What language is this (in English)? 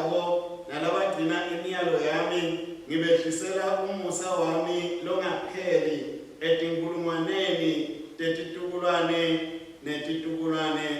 Swati